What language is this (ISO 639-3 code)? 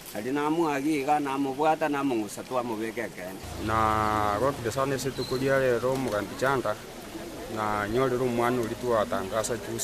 guz